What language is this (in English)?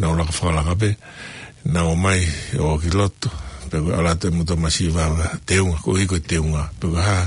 Tongan